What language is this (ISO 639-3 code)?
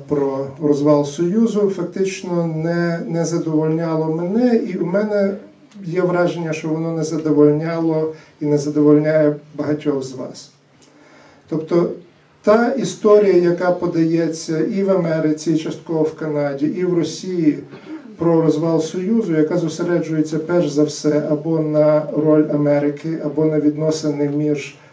ukr